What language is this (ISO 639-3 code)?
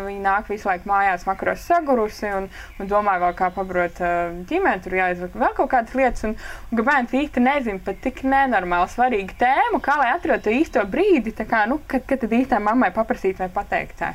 lav